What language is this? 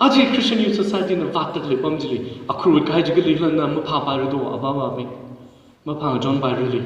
Tangkhul Naga (India)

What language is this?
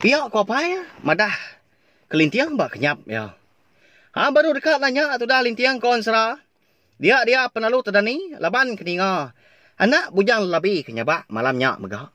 Iban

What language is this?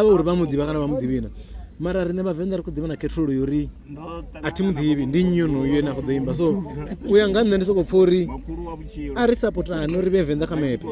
Venda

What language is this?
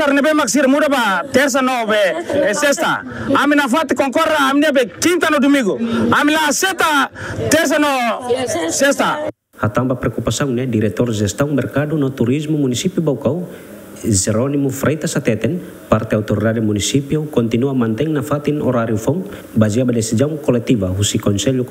Tetum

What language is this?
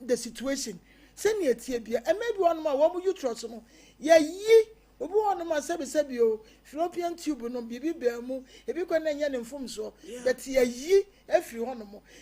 Akan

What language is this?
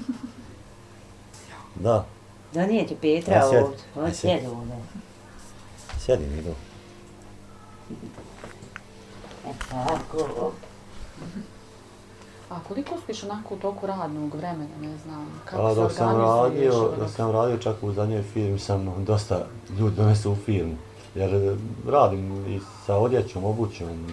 Bosnian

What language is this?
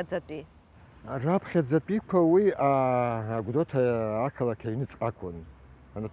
Abkhazian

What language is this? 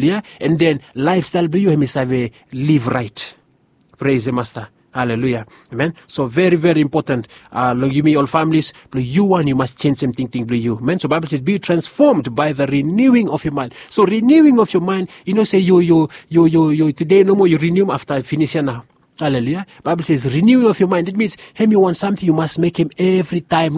Bislama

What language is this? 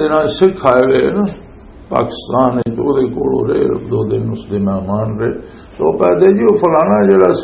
Western Panjabi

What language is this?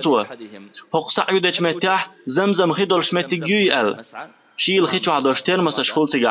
Chechen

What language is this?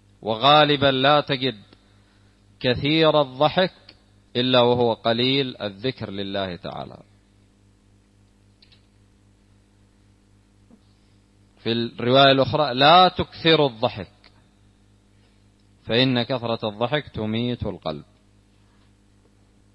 Arabic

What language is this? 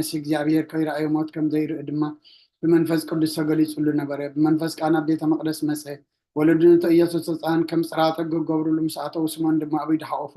Tigrinya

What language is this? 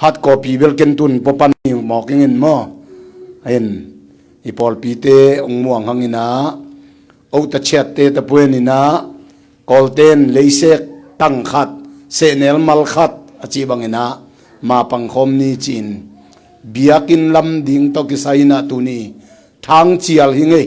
Tedim Chin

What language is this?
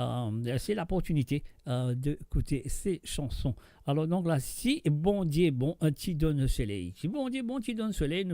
Morisyen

